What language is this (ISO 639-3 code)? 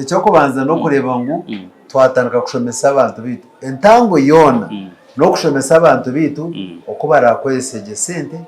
nyn